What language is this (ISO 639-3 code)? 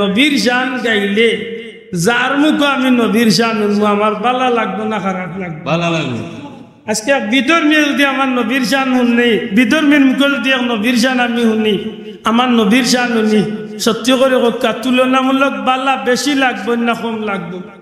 syl